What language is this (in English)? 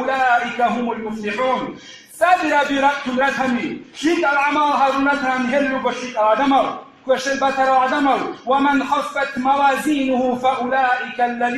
Avaric